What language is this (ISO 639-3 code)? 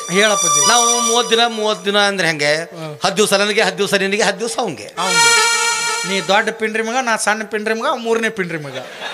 kan